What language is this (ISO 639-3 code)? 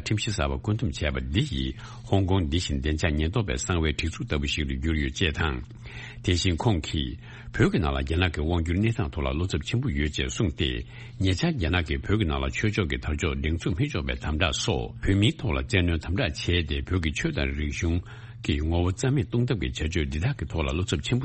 bod